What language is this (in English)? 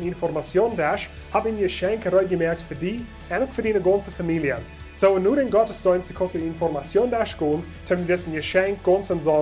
Plautdietsch